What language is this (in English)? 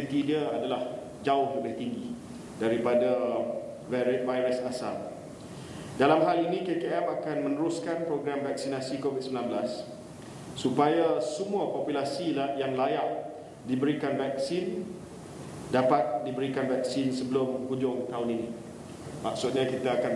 Malay